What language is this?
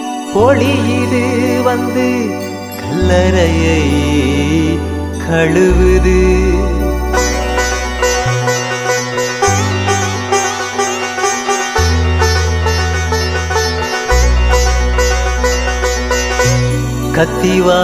Tamil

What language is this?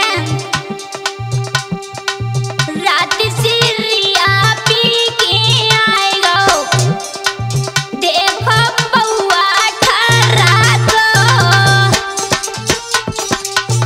Bhojpuri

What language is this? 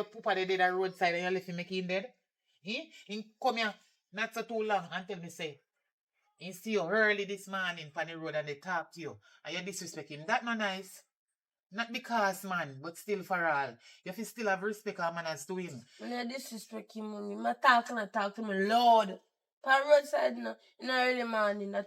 Jamaican Creole English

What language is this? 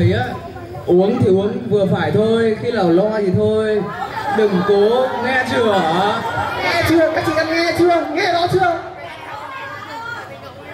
Vietnamese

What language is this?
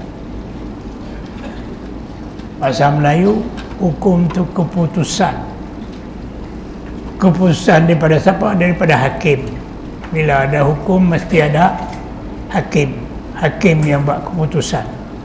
Malay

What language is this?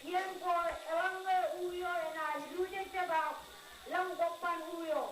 Marshallese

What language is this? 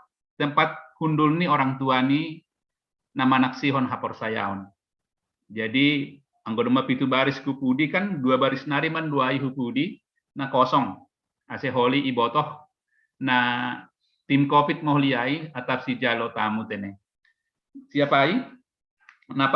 Batak Simalungun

